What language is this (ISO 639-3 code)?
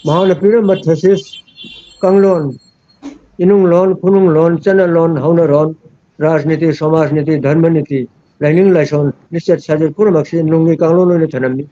mni